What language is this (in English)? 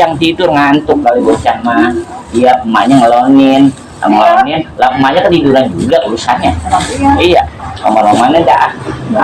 Betawi